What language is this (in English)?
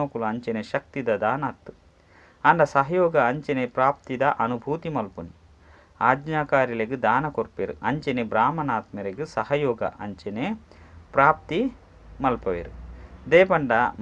Tulu